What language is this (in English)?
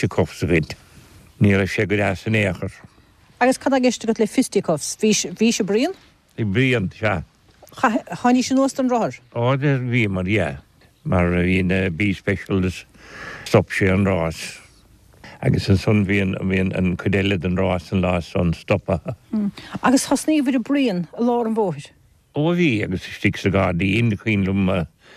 Irish